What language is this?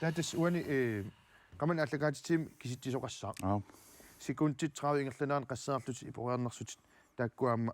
Kalaallisut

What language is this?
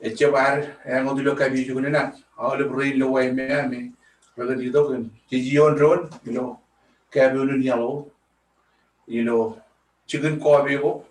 Marshallese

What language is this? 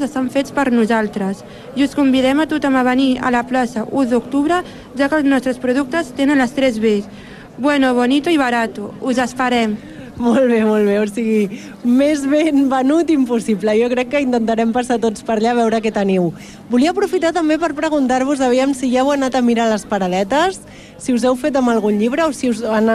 Catalan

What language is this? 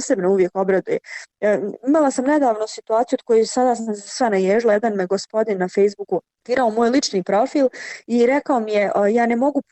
Bosnian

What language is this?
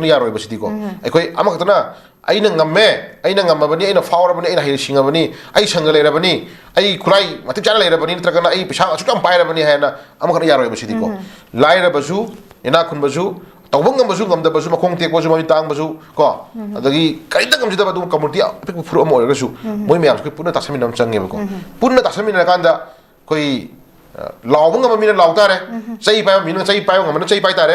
Manipuri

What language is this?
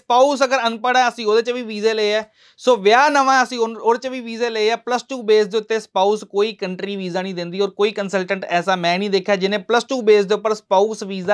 Punjabi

